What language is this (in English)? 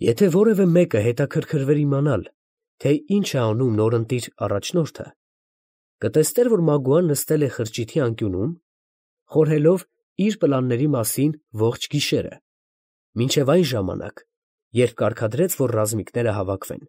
Armenian